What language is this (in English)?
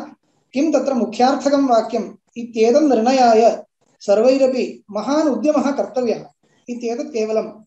Sanskrit